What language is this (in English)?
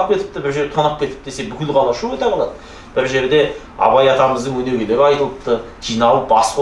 Kazakh